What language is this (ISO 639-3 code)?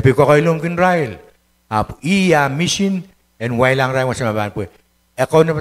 pon